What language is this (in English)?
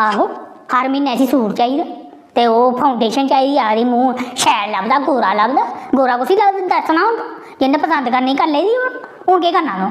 Dogri